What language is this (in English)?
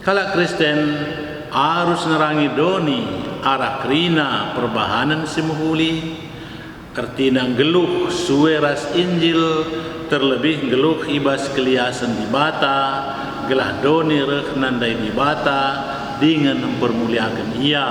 Batak Karo